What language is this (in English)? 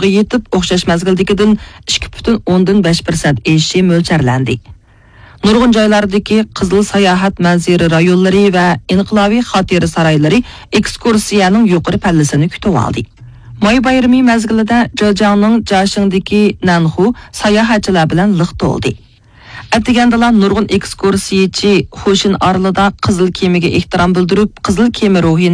Uyghur